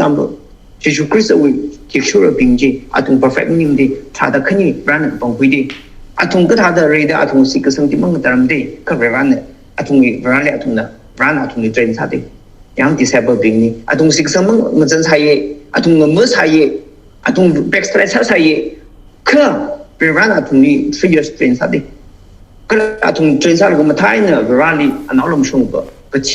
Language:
Tangkhul Naga (India)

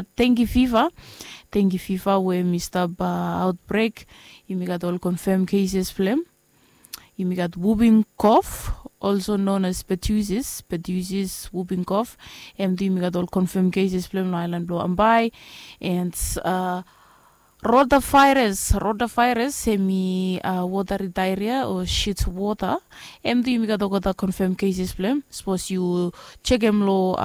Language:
Bislama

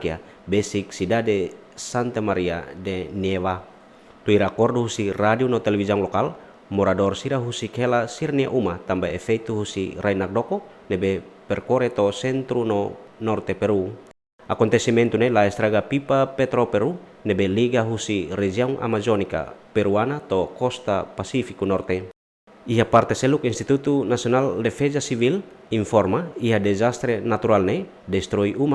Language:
Tetum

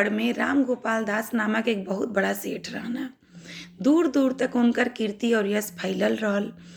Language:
Bhojpuri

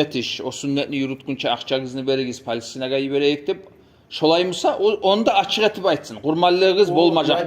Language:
Kumyk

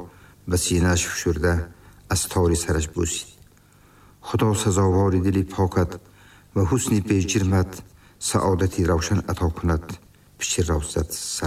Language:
Tajik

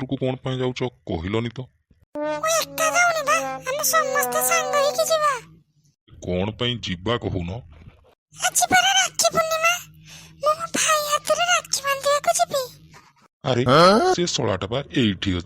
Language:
Odia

